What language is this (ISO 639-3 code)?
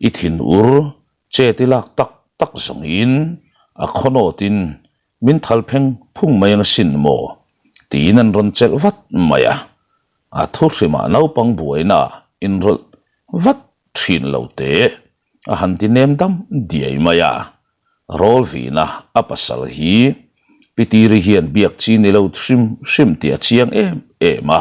lus